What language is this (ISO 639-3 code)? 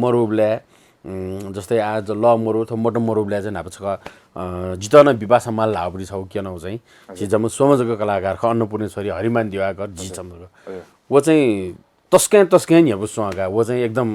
new